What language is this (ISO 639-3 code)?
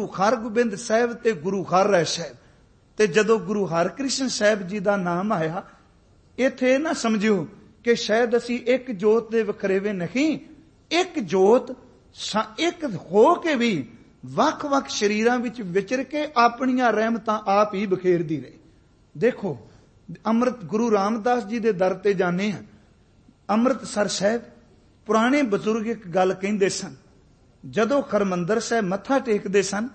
pan